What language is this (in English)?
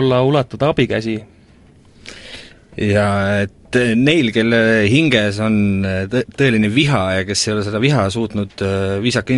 Estonian